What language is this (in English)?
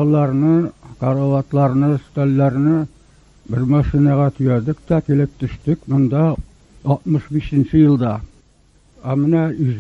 Tatar